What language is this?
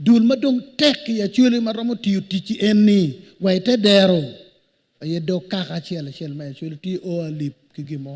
Acoli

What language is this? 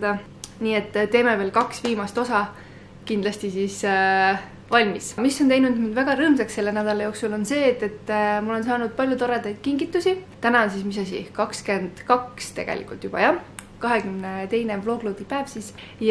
Estonian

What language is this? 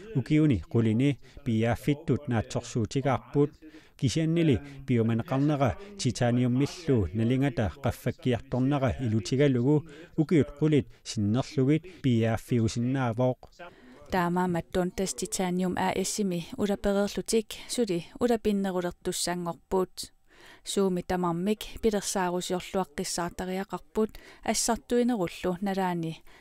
Kalaallisut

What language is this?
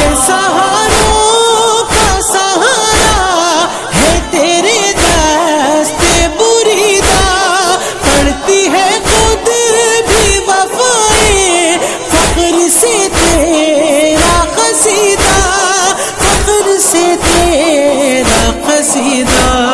Urdu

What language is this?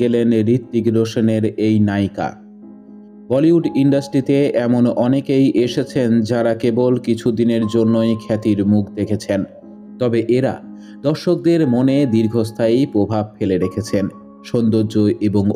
Bangla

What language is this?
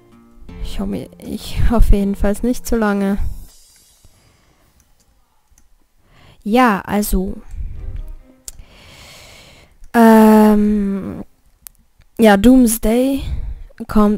German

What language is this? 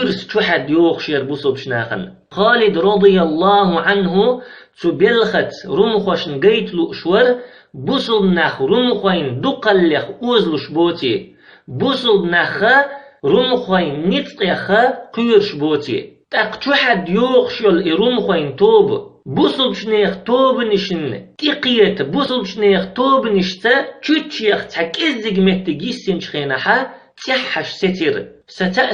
Chechen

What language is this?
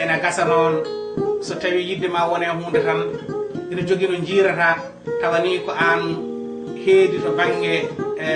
Fula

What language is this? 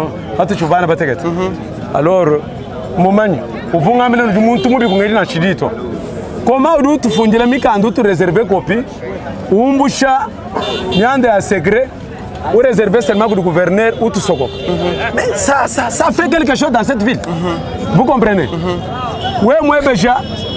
Luba-Lulua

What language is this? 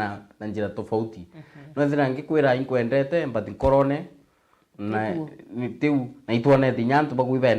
Meru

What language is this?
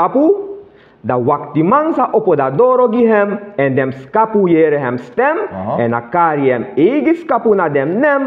Sranan Tongo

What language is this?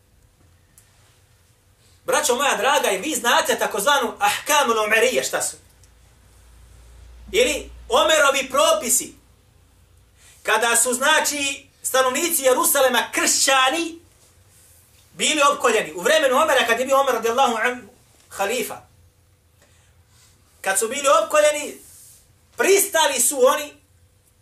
Bosnian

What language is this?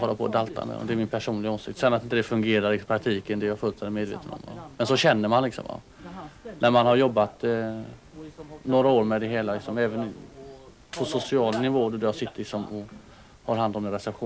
Swedish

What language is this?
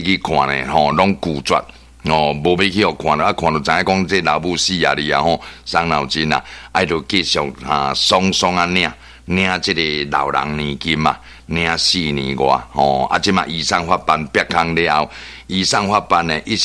Min Nan Chinese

